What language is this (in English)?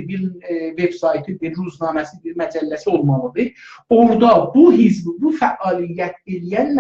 South Azerbaijani